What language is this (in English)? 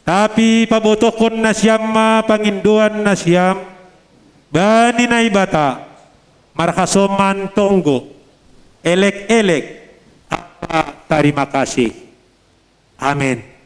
Batak Simalungun